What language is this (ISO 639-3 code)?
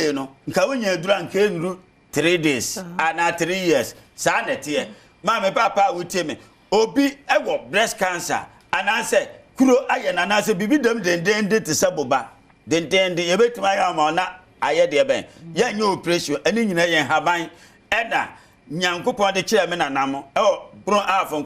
aka